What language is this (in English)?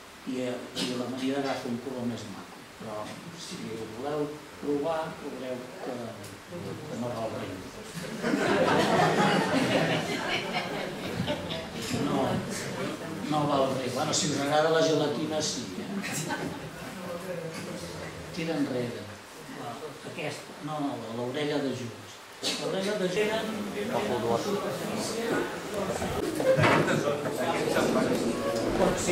Catalan